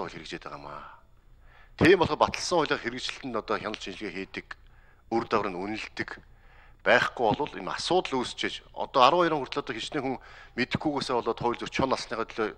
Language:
Mongolian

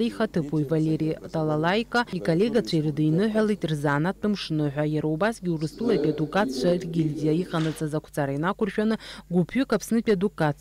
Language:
Abkhazian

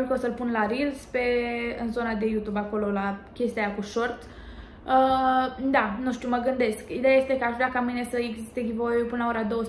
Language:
Romanian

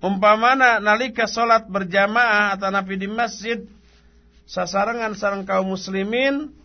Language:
Sundanese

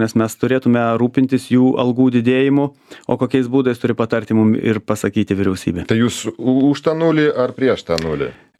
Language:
Lithuanian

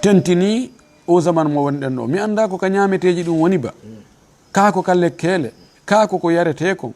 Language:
Fula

